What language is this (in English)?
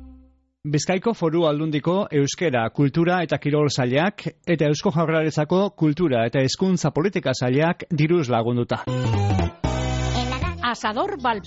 Basque